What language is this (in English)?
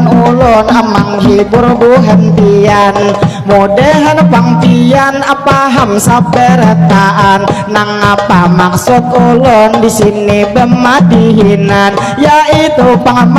Banjar